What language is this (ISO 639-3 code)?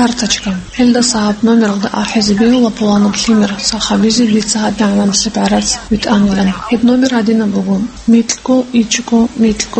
ava